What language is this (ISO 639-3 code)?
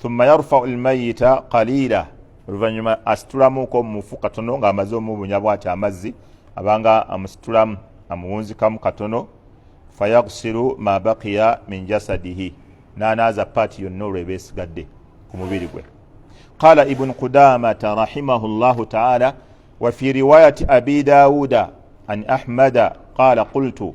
lug